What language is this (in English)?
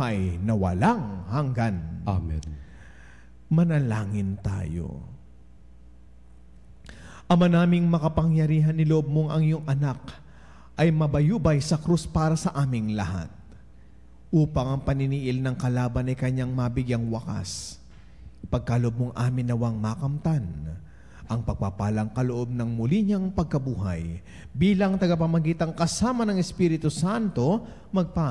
Filipino